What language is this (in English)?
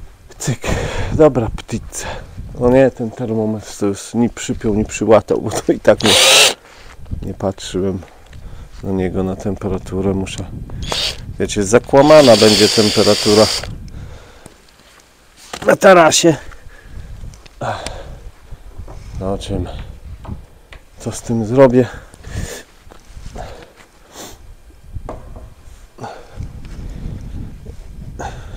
Polish